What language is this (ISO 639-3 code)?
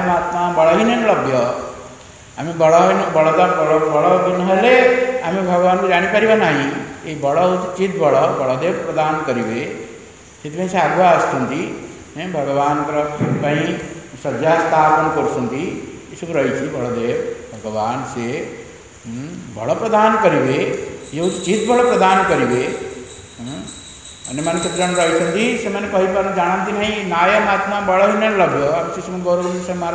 ori